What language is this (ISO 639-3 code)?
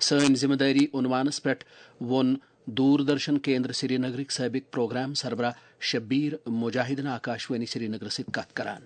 kas